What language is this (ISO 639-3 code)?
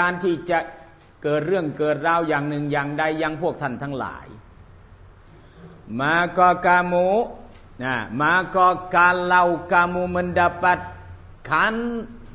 tha